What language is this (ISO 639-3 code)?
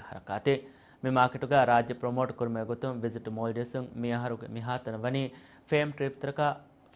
div